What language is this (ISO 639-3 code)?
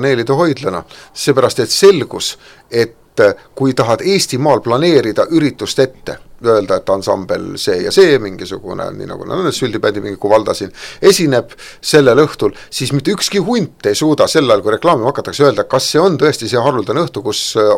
est